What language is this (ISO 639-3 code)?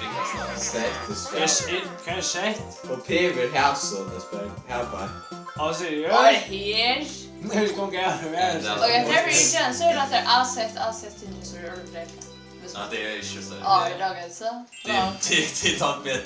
fao